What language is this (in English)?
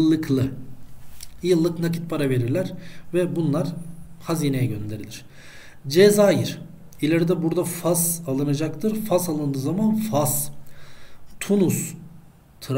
Turkish